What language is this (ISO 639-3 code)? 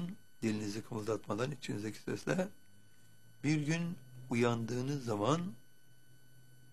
tur